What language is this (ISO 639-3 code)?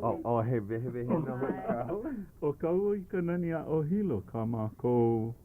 haw